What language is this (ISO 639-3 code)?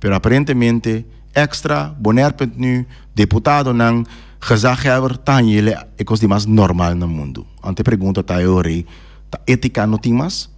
pap